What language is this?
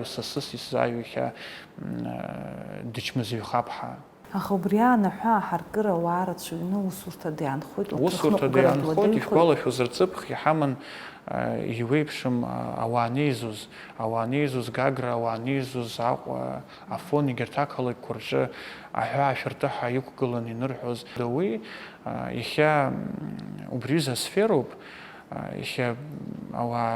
Abkhazian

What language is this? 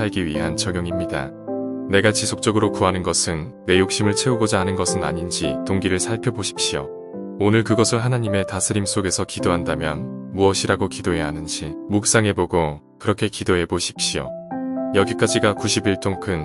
Korean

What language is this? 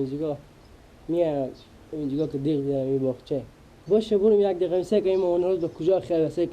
Persian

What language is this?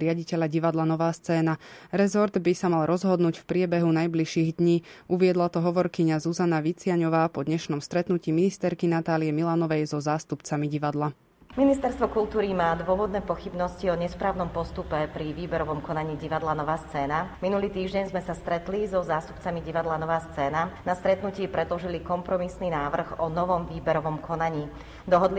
Slovak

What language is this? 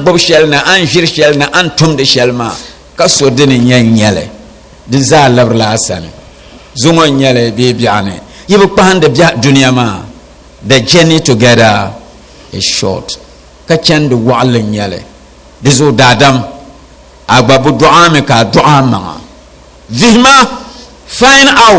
Dagbani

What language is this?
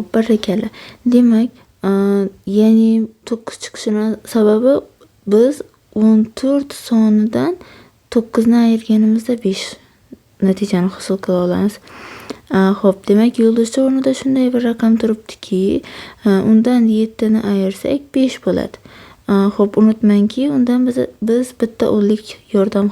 Uzbek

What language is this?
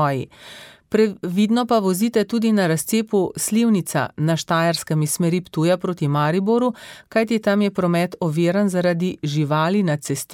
Slovenian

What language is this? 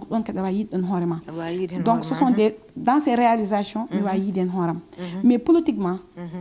Fula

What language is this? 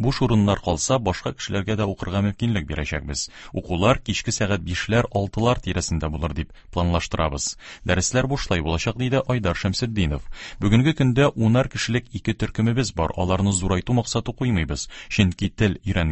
Tatar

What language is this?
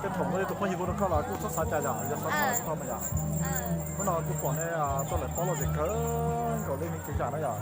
Hmong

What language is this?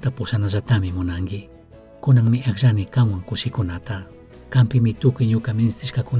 Chimborazo Highland Quichua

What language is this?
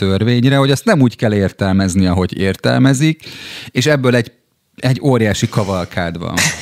Hungarian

